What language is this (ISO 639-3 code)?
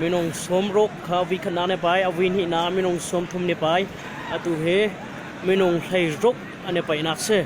cnh